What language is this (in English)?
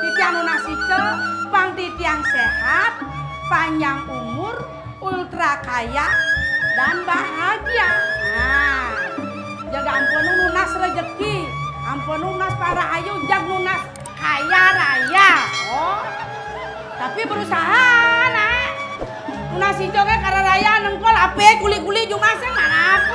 Balinese